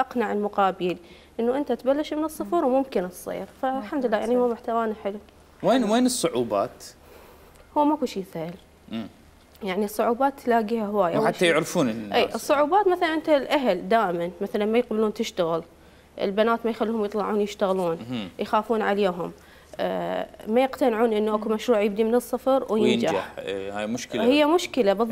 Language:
Mesopotamian Arabic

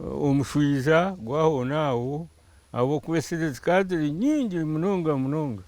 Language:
Nyankole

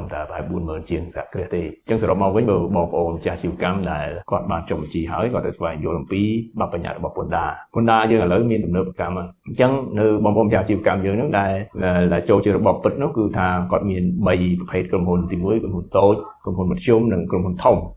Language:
Khmer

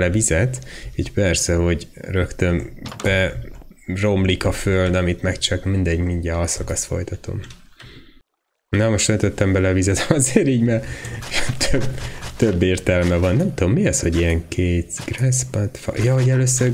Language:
Hungarian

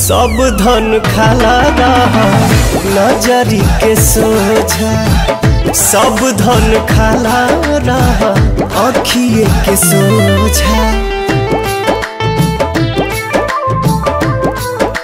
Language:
Bhojpuri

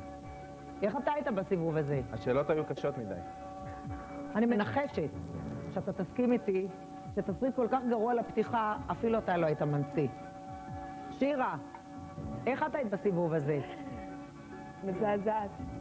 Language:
Hebrew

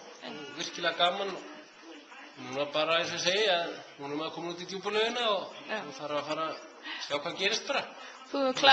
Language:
Icelandic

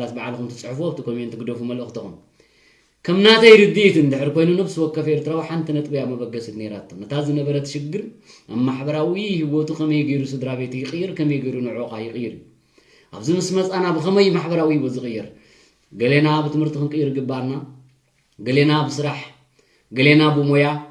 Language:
Tigrinya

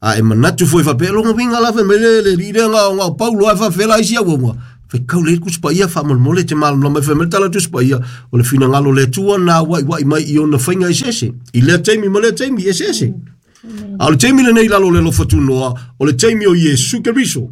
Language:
Samoan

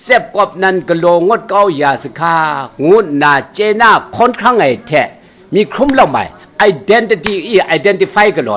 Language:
Kachin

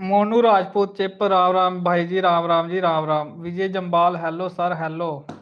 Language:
Dogri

